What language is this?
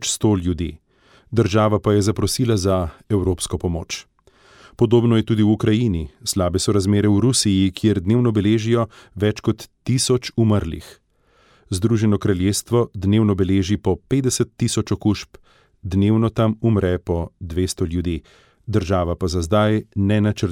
Slovenian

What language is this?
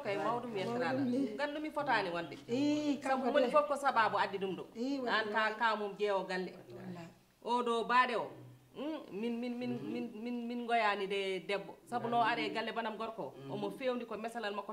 Fula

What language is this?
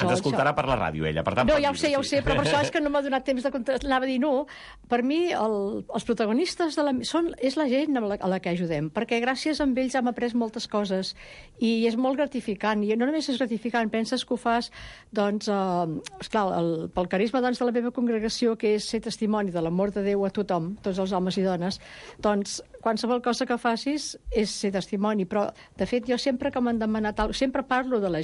Catalan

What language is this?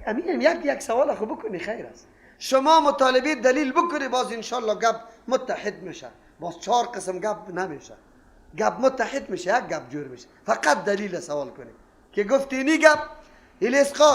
Persian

